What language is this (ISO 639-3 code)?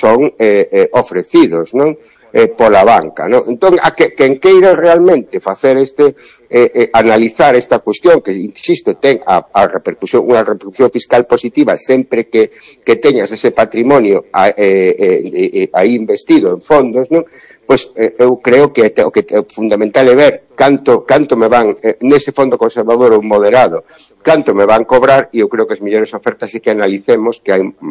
glg